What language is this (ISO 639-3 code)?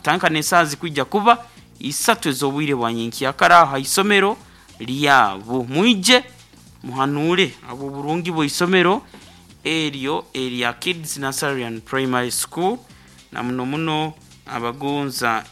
nyn